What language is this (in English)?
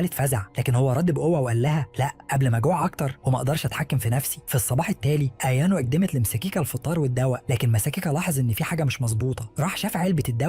Egyptian Arabic